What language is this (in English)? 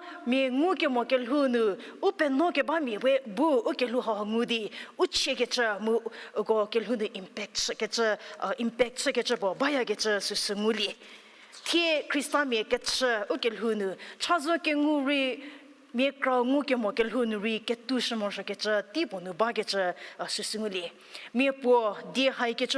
Angami Naga